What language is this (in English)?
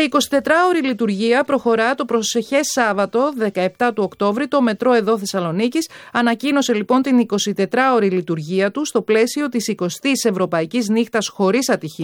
Greek